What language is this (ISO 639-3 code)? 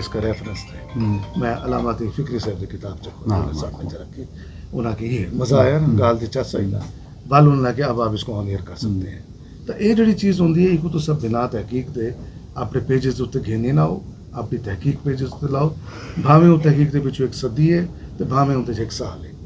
skr